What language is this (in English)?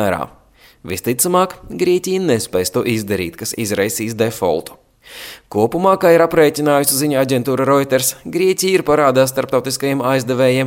Latvian